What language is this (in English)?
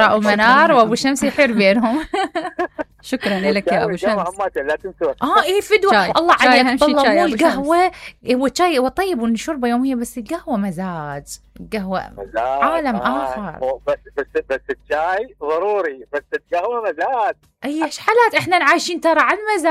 Mesopotamian Arabic